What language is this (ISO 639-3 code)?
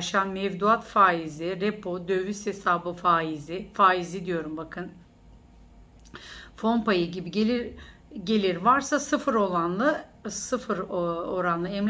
tur